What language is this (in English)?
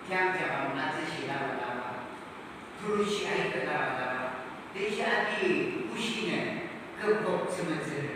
Yimchungru Naga